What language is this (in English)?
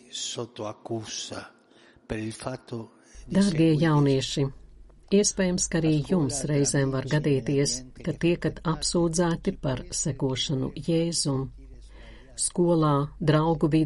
Latvian